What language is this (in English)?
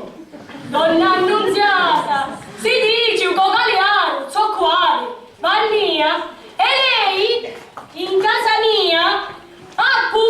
Sicilian